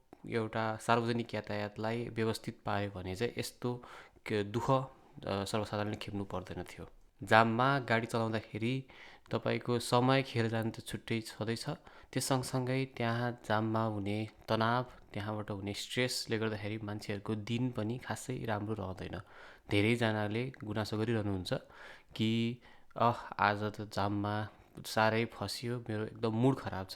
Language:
Nepali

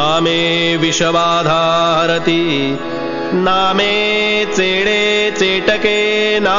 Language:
Marathi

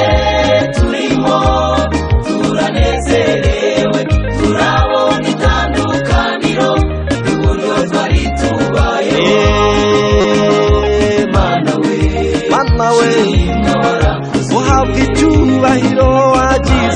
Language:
Kinyarwanda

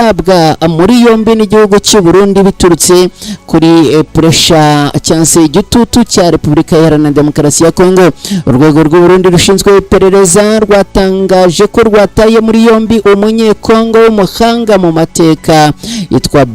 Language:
Kinyarwanda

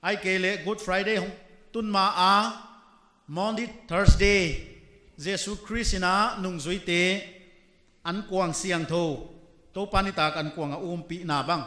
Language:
Paite Chin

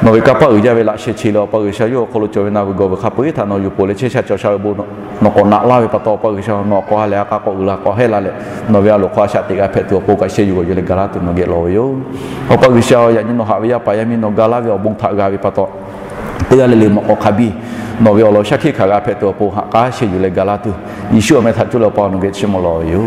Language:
Lahu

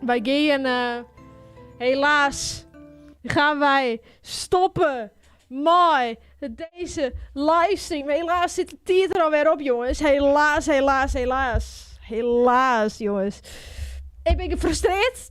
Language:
Western Frisian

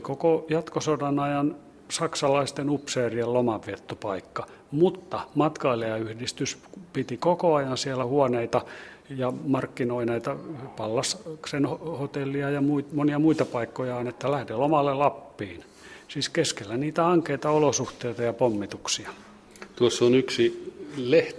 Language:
Finnish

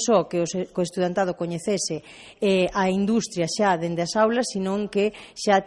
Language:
Galician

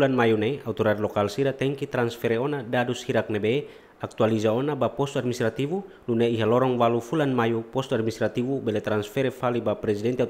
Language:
Tetum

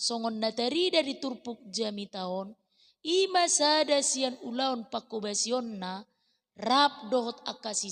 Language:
Batak Toba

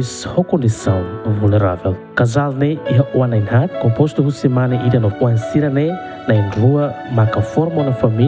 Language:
Tetum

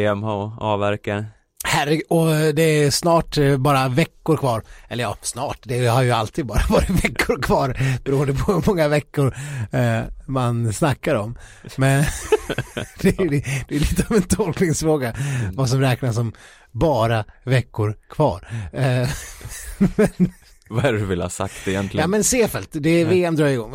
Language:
Swedish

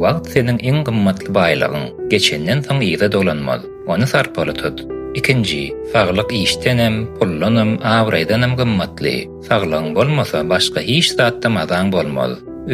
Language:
Turkmen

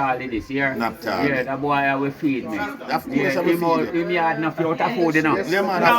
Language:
Jamaican Creole English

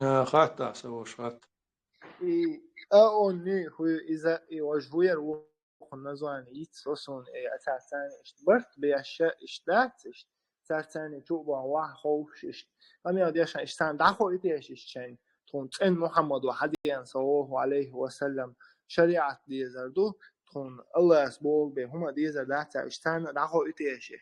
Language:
Chechen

